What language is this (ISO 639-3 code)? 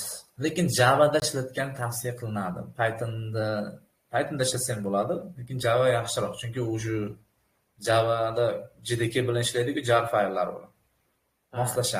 uzb